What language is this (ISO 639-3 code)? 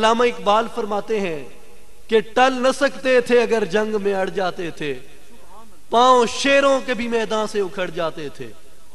urd